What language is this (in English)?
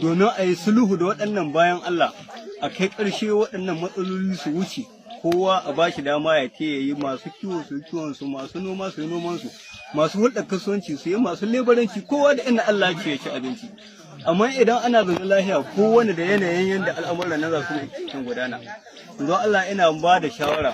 Hausa